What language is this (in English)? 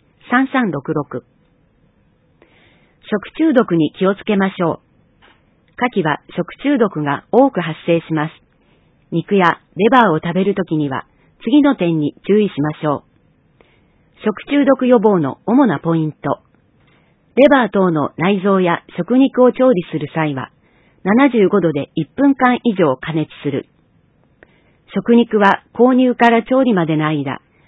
Japanese